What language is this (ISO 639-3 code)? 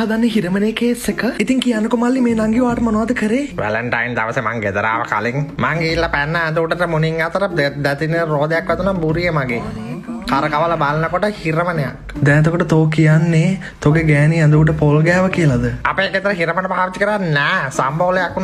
sin